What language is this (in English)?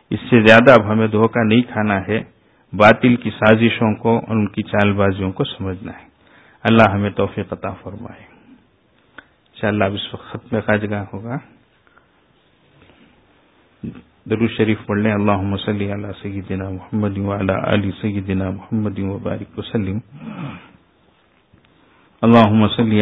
Urdu